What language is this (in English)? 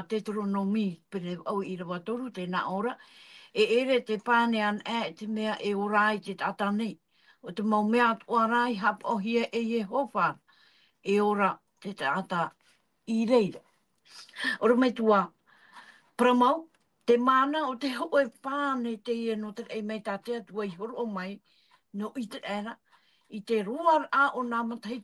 Tahitian